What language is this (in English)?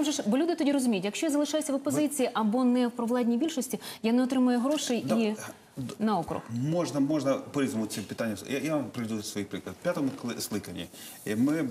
Ukrainian